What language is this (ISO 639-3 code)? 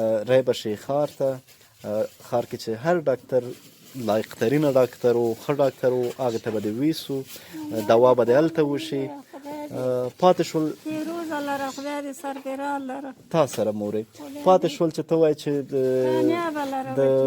pus